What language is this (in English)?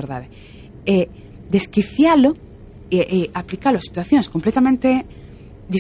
Galician